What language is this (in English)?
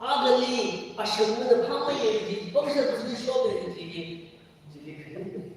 Tangkhul Naga (India)